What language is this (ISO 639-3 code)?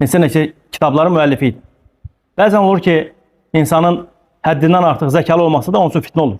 aze